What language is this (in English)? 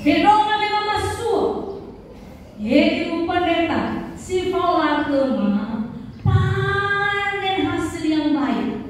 Nias